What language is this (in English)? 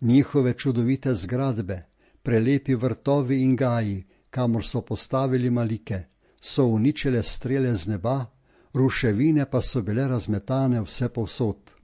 Slovenian